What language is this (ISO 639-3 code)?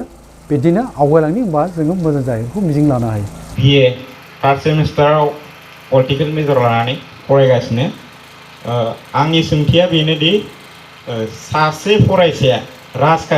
brx